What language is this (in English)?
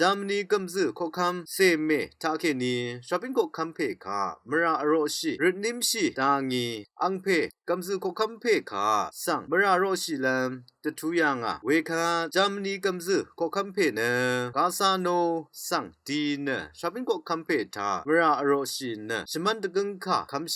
Rawang